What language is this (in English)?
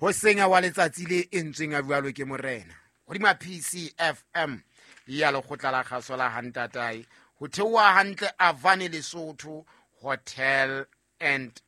Southern Sotho